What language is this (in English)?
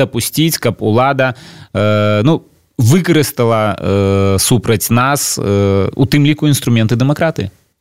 Belarusian